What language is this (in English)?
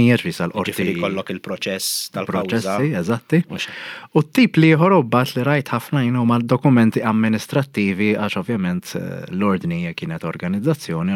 Maltese